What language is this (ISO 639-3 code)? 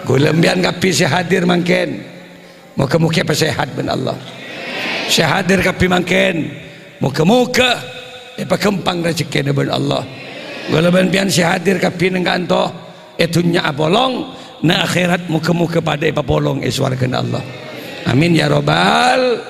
mad